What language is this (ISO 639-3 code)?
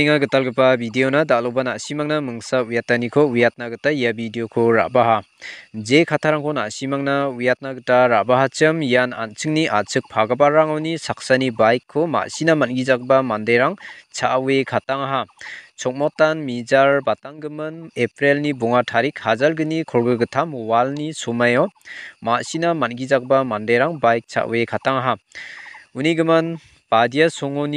grt